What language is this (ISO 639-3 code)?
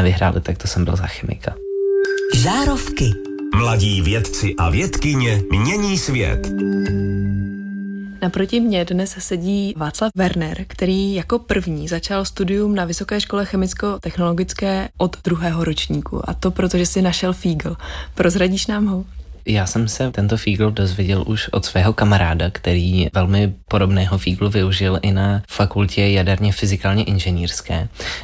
ces